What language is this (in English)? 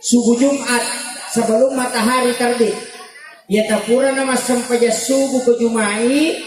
Buginese